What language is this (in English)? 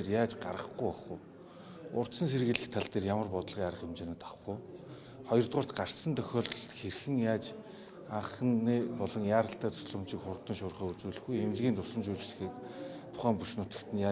Mongolian